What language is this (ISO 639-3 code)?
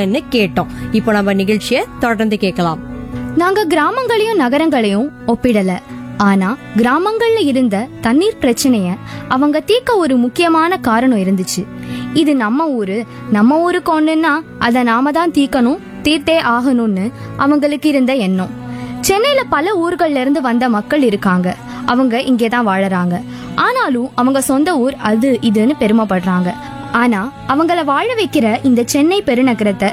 tam